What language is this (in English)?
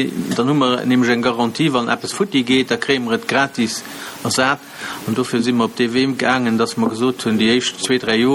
Luxembourgish